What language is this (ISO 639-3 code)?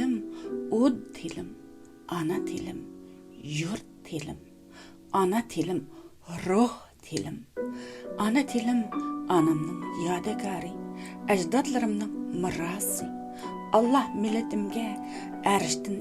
uig